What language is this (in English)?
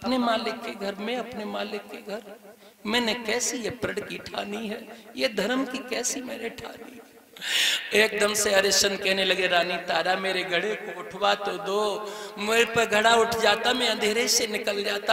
Hindi